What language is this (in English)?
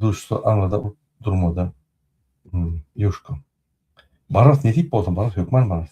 Turkmen